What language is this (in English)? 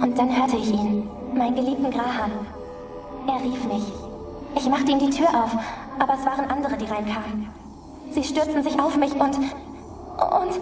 Swiss German